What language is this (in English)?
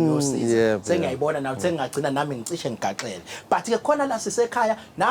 Zulu